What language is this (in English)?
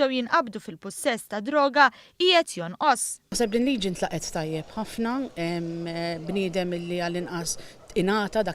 Maltese